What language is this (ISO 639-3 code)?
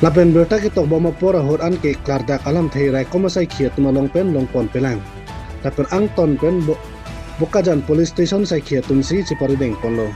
mjw